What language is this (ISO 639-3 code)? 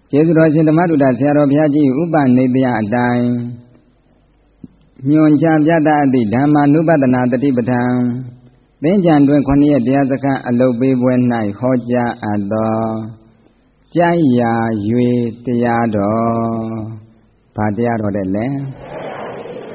mya